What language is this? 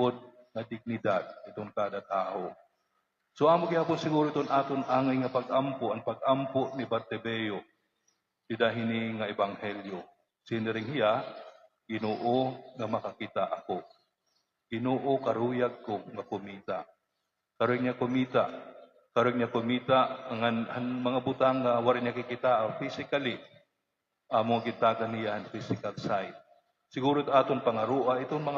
Waray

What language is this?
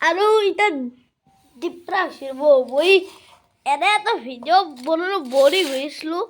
Assamese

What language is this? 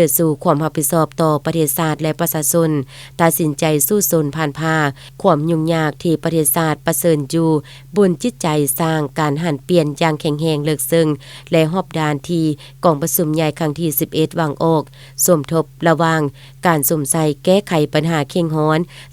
Lao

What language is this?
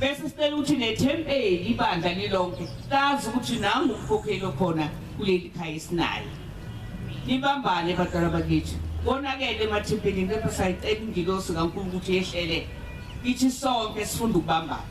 Zulu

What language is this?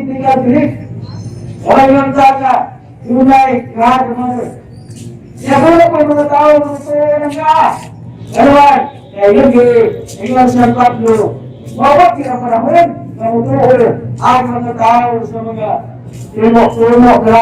Cebuano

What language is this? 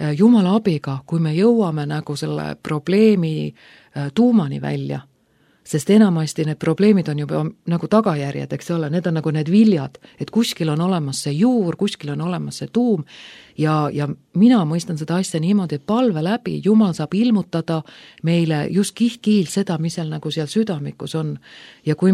Estonian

